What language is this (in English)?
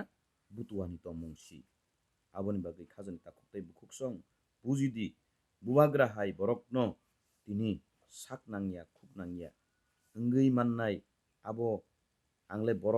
Kok Borok